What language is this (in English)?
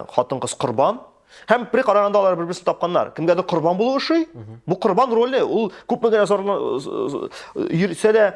Tatar